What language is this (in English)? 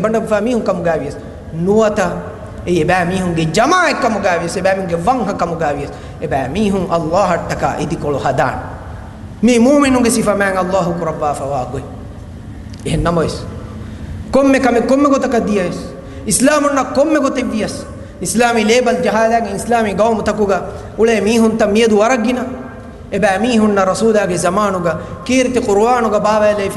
Divehi